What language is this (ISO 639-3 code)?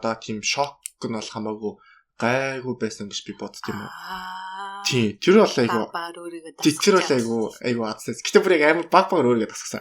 mon